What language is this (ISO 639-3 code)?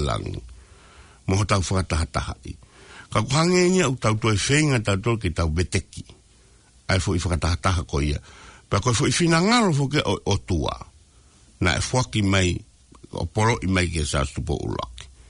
ton